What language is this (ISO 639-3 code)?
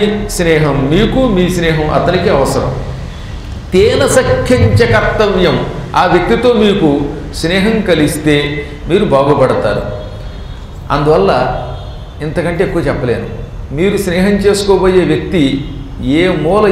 tel